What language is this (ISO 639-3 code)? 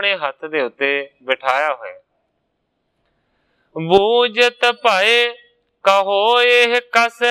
pan